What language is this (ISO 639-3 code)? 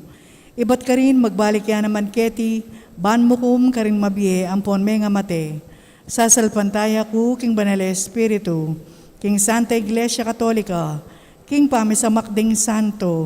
pam